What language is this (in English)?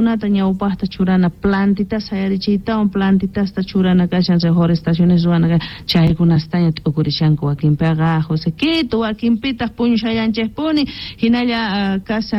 South Bolivian Quechua